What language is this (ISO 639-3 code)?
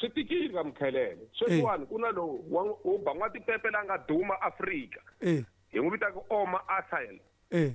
tso